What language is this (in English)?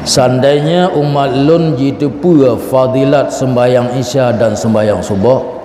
Achinese